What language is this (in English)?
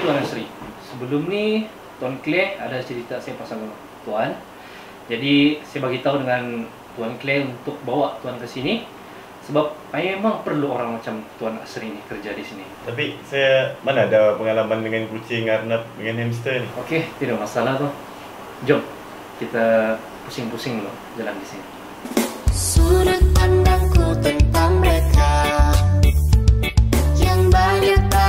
Malay